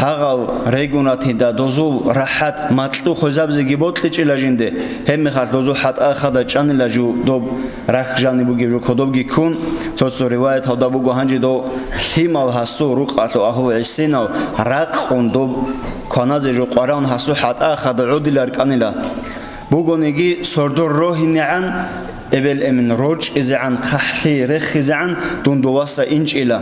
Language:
Avaric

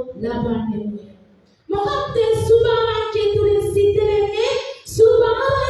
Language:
Sinhala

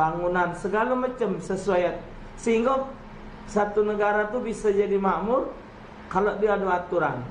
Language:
Musi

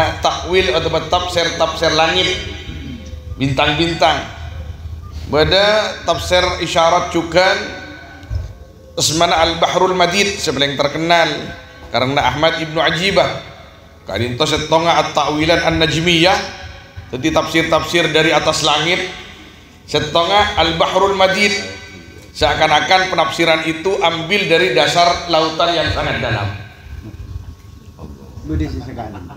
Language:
Madurese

